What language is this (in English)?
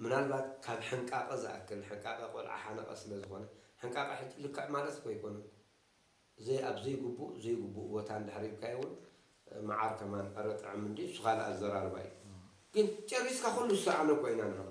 Tigrinya